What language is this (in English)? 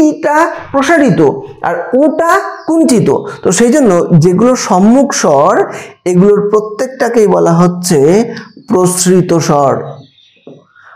Bangla